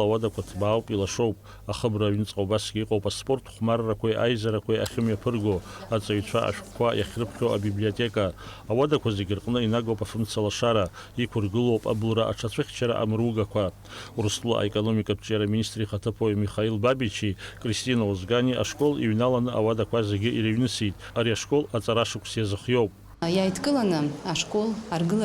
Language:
Abkhazian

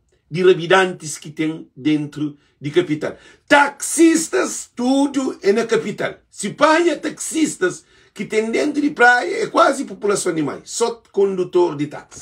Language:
Kabuverdianu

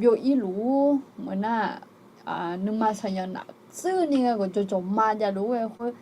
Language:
Akha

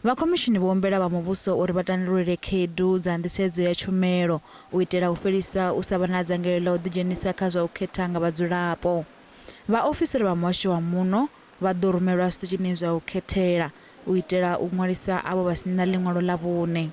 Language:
Venda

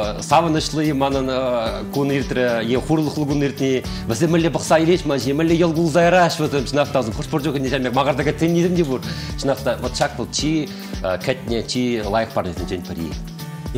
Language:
Chuvash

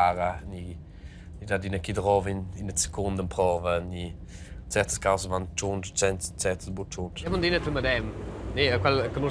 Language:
Romansh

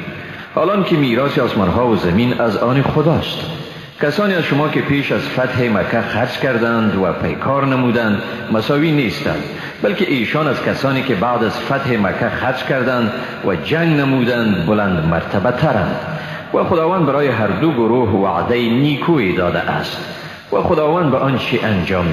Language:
Persian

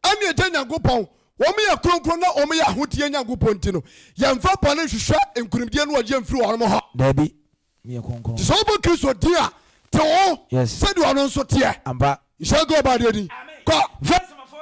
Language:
Akan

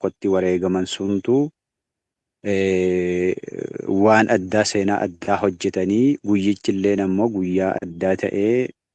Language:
Oromo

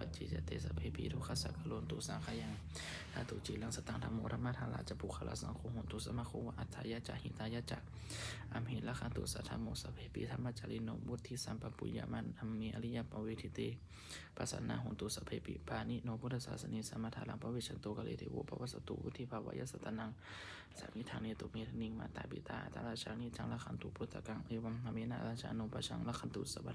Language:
Pali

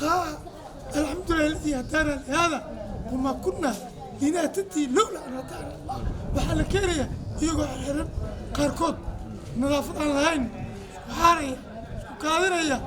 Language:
Somali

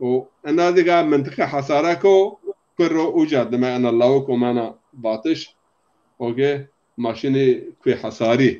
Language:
Zaza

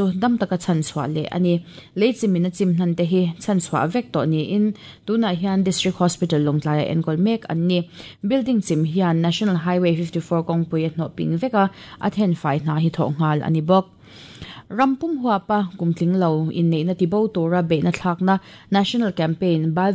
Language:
Mizo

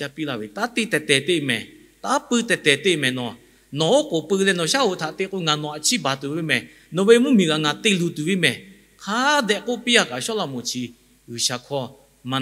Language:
Lahu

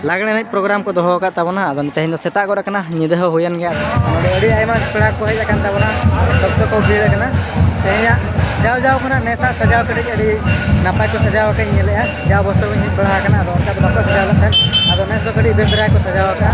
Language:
Santali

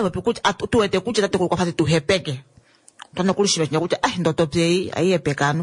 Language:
Kuanyama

